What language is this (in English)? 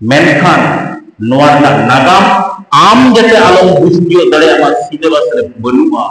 Santali